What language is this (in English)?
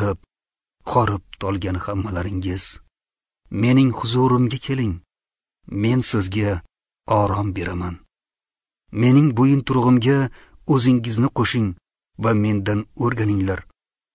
Uzbek